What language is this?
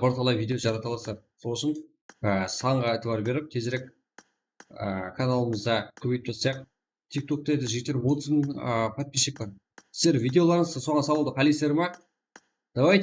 Kara-Kalpak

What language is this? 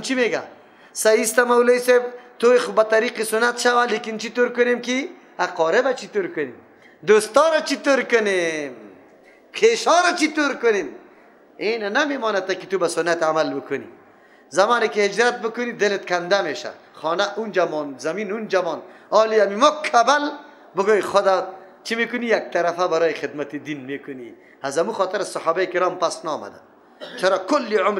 Persian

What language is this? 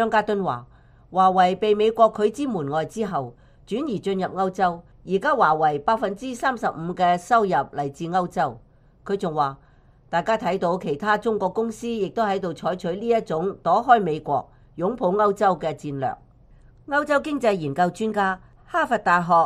Cantonese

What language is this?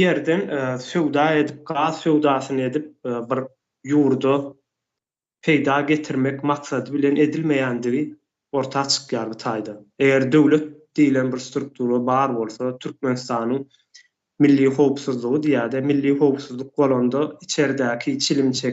Turkmen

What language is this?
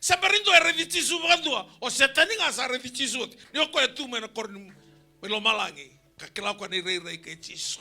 Fijian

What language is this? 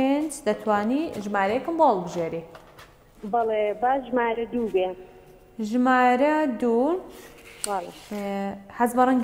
Central Kurdish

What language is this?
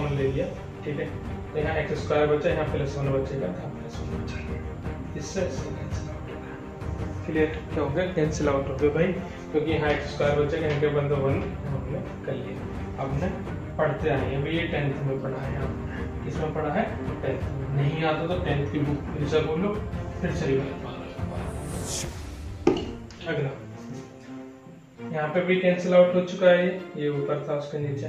Hindi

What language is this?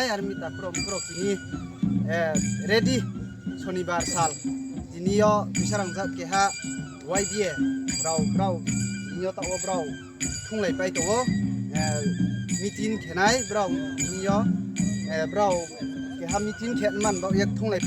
Riang (India)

